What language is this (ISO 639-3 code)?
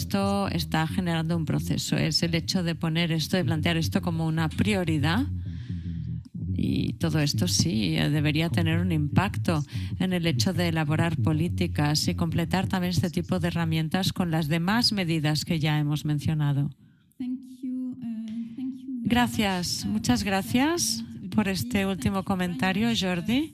spa